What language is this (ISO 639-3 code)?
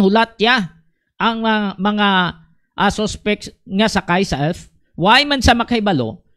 hil